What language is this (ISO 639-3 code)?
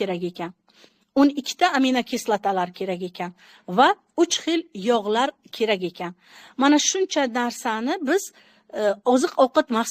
uzb